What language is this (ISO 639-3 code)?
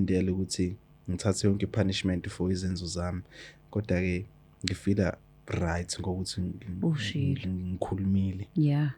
zul